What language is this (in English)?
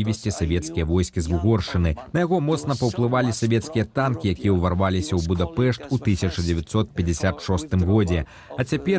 Belarusian